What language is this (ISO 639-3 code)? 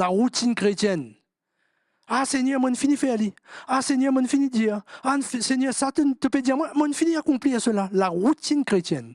mfe